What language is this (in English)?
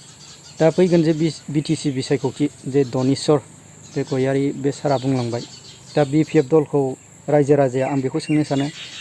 Bodo